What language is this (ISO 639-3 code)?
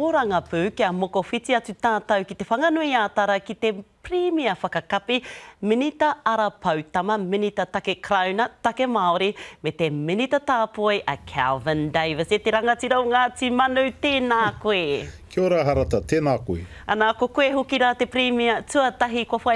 mri